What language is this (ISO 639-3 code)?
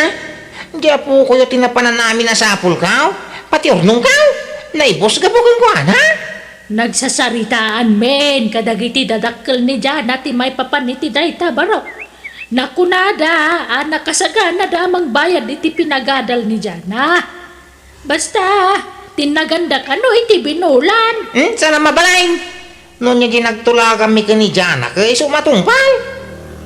ilo